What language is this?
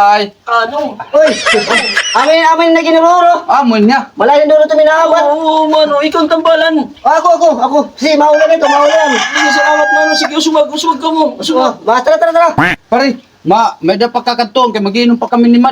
Waray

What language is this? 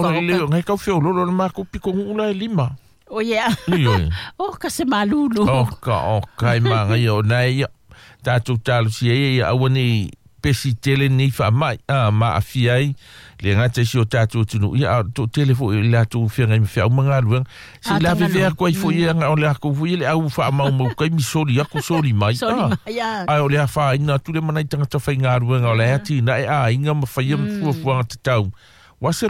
Samoan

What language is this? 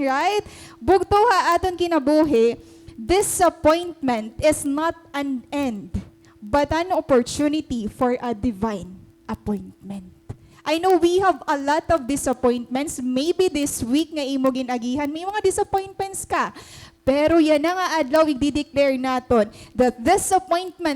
Waray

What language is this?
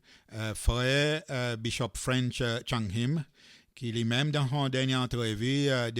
Seselwa Creole French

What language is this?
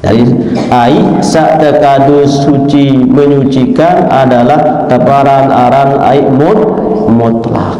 Sasak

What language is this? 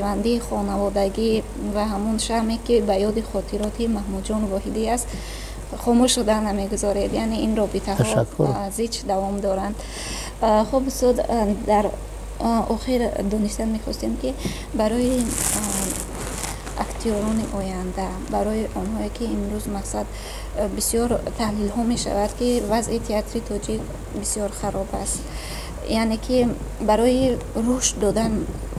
Tajik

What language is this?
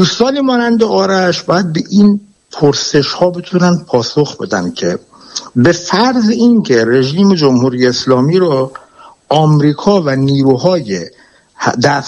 Persian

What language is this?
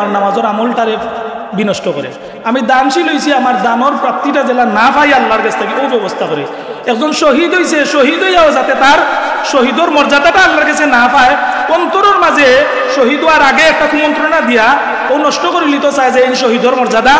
Sylheti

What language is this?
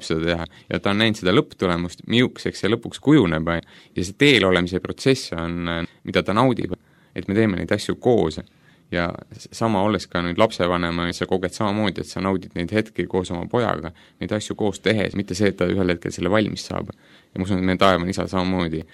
Estonian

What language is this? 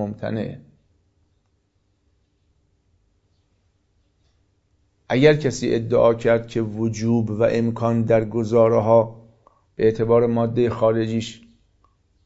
Persian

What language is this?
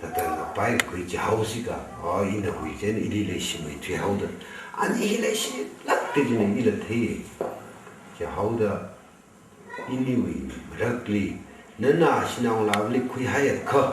Tangkhul Naga (India)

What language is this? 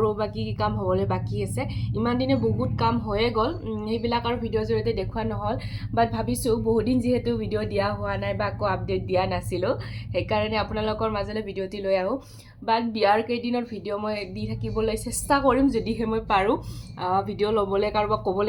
Assamese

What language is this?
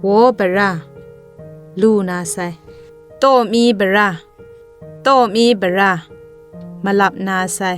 Zaiwa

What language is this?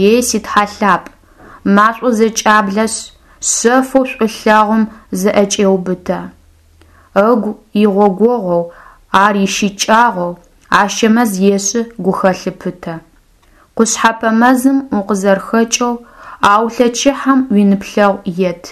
Adyghe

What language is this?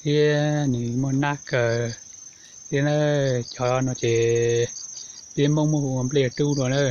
Hmong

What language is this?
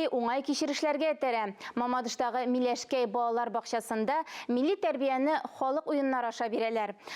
Tatar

